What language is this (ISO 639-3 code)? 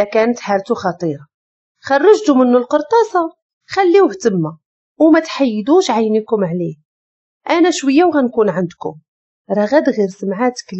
ary